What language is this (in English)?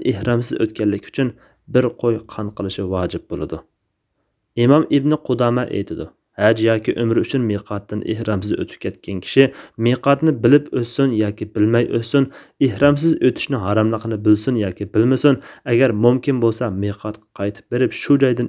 Uyghur